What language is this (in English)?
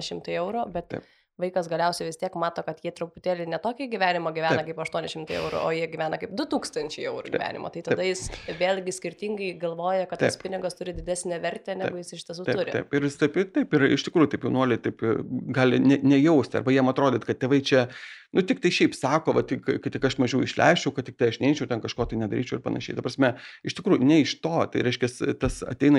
Lithuanian